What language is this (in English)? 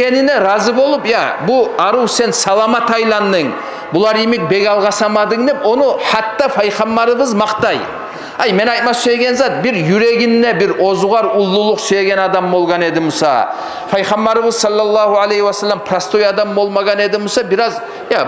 Kumyk